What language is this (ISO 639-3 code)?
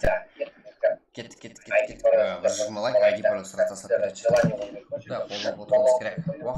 kaa